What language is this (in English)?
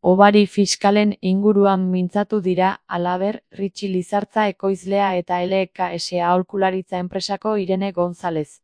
Basque